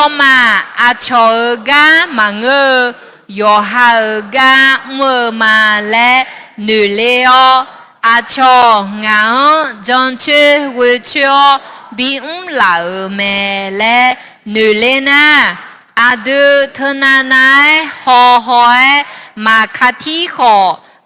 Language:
Akha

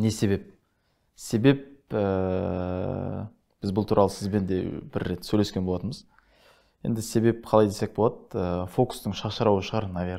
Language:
Kazakh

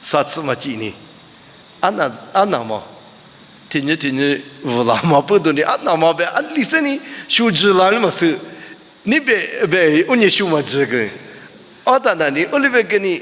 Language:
Lisu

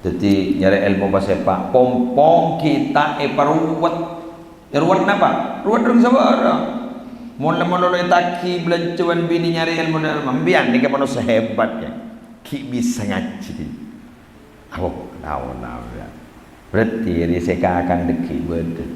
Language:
Madurese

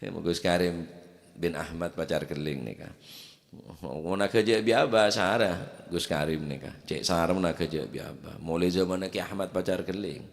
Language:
Madurese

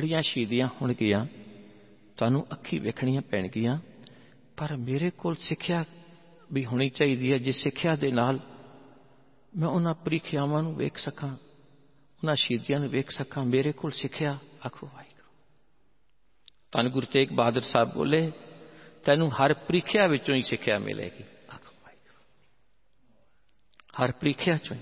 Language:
Punjabi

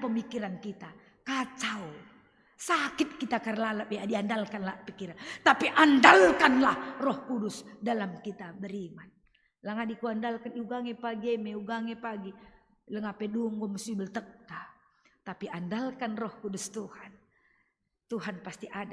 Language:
Batak Karo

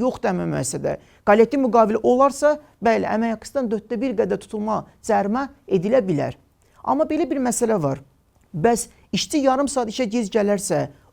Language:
Azerbaijani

